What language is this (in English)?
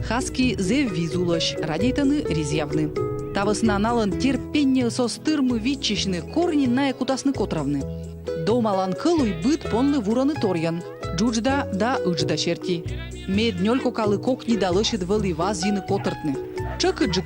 Komi